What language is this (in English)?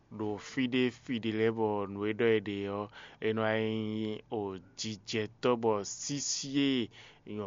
Fon